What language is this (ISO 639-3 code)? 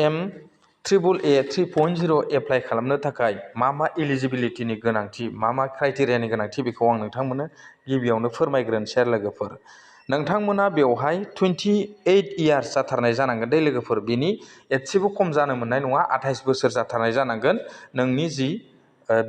brx